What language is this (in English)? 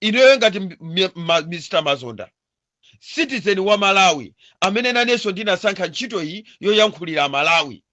Nyanja